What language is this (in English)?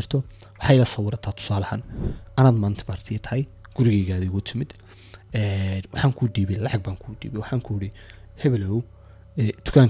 Somali